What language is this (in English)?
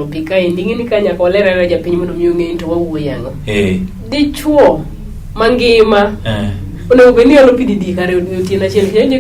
Luo (Kenya and Tanzania)